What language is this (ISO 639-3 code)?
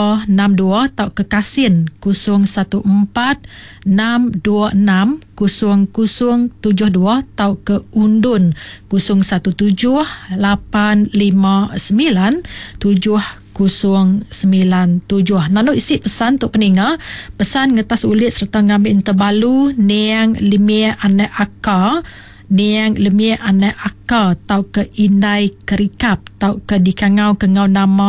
iba